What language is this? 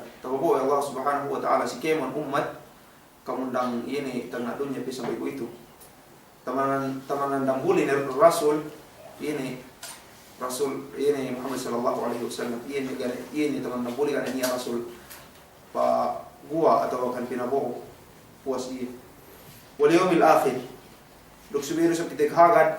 Yakan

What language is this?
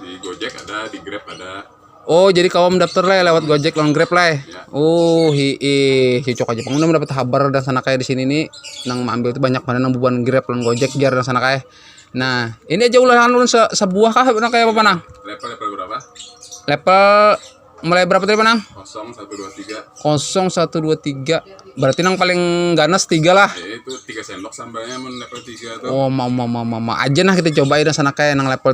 Banjar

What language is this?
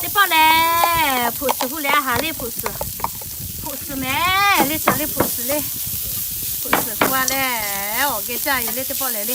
Lahu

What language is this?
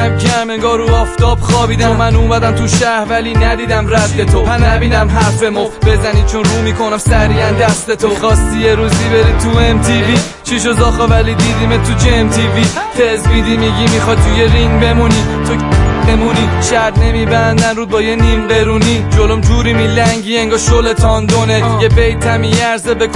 Persian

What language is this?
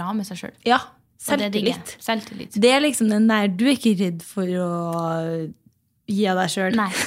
Norwegian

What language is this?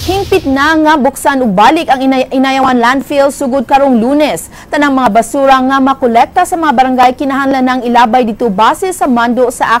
Cebuano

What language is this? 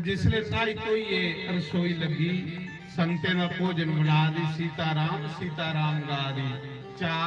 Dogri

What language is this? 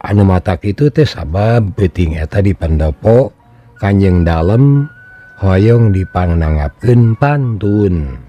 Sundanese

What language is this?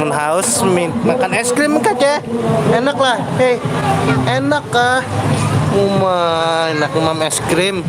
Banjar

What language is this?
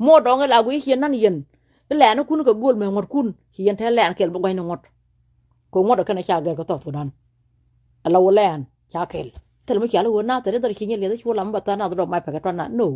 Nuer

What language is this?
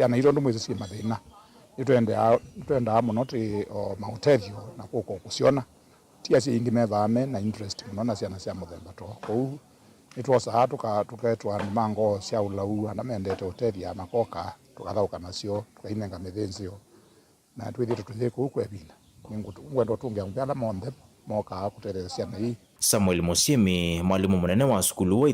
Kamba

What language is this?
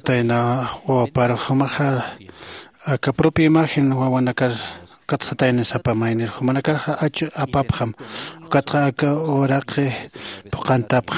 Aymara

